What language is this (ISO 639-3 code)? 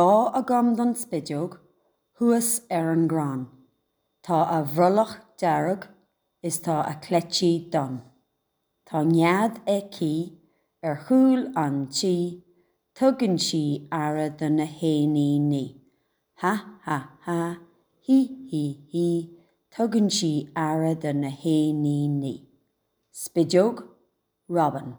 gle